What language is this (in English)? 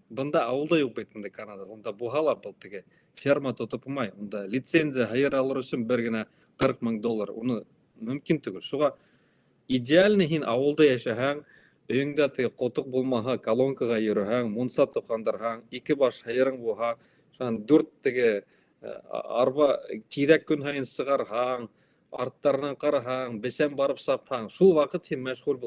Bashkir